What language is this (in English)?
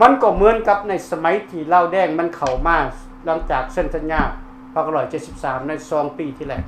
Lao